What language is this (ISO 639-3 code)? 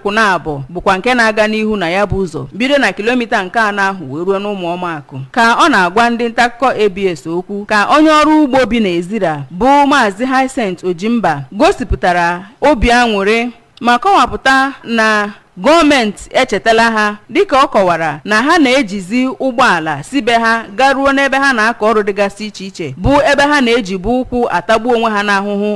ibo